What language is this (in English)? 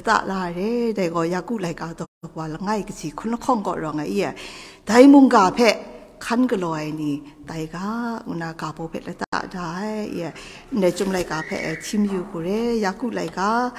Kachin